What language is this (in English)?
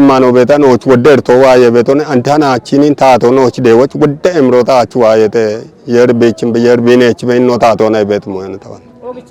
Kafa